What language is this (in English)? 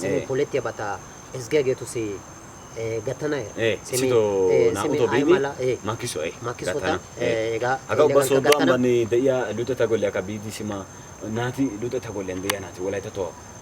Wolaytta